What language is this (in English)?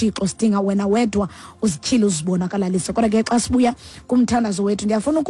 Xhosa